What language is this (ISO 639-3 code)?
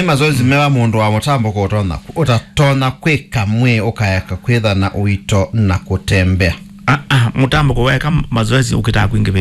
kam